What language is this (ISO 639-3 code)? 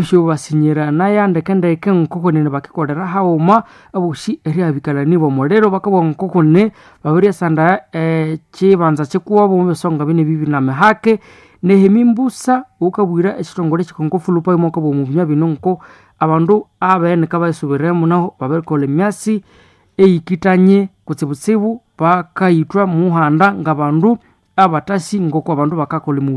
nnb